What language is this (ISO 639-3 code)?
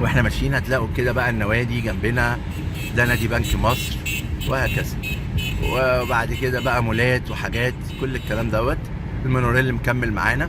arz